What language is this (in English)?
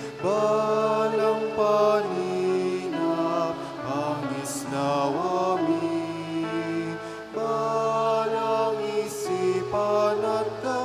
Pampanga